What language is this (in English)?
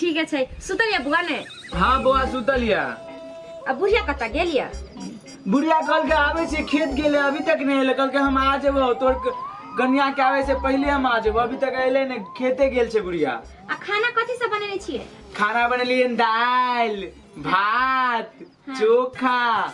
Maithili